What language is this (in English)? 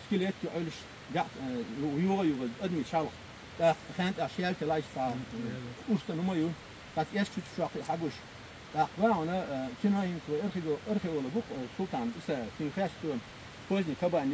Chechen